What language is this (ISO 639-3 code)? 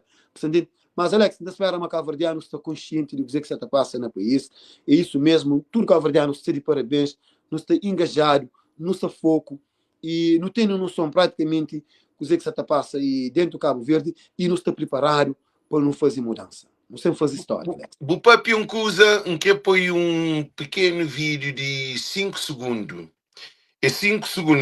kea